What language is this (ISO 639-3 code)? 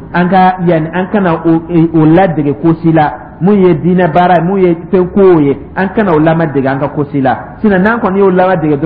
dyu